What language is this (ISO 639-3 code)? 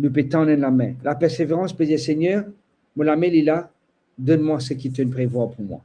mfe